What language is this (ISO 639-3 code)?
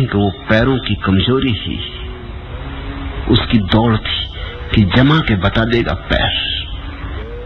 hin